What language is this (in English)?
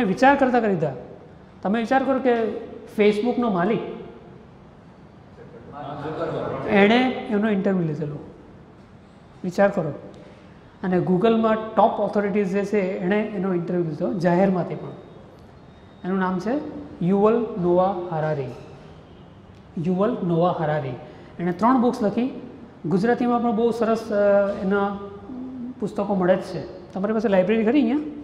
Gujarati